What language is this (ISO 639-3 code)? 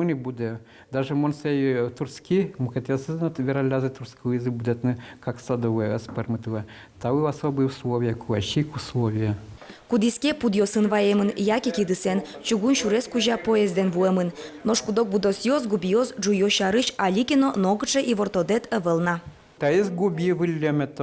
udm